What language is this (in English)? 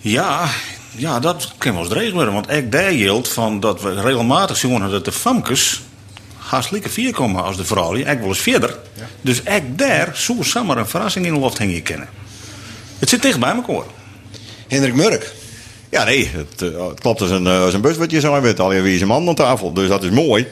Western Frisian